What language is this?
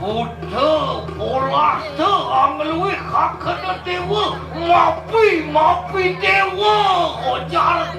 Balinese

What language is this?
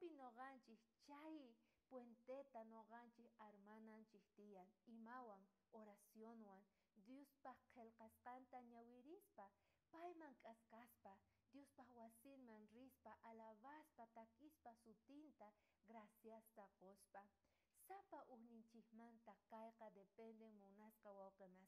South Bolivian Quechua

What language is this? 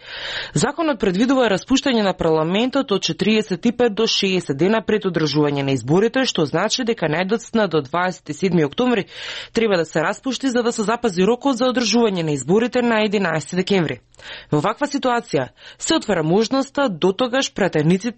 Macedonian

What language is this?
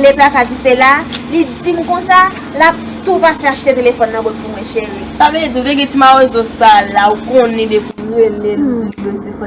Haitian Creole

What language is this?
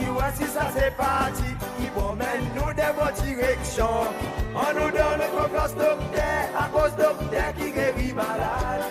Seselwa Creole French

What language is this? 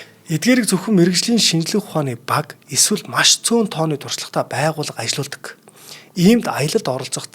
Mongolian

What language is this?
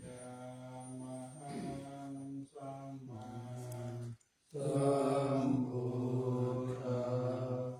Pali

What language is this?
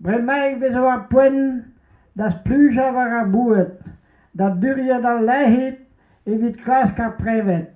Breton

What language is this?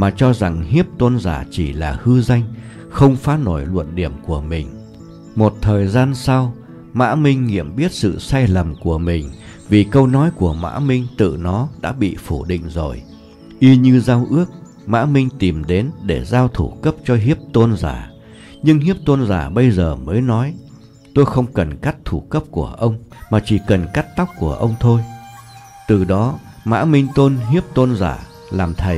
Vietnamese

